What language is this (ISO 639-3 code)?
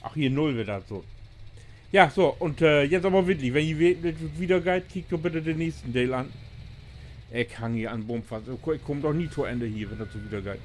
nds